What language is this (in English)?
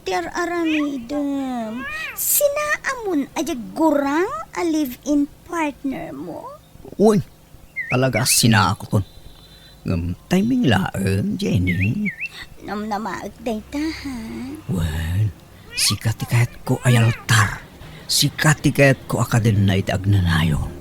Iloko